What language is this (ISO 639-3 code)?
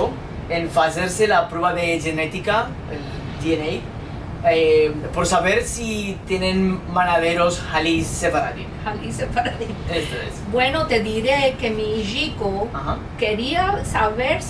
lad